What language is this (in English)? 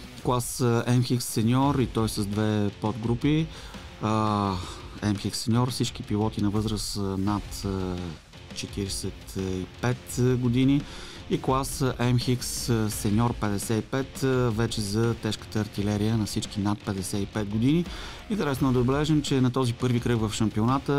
Bulgarian